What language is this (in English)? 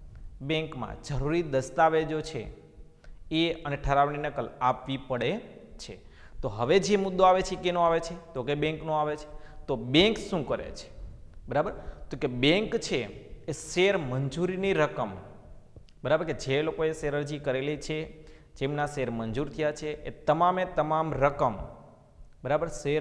Gujarati